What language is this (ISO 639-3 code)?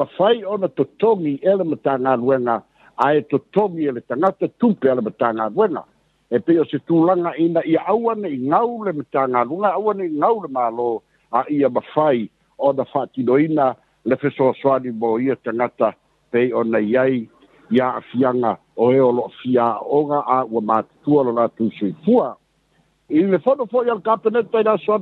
smo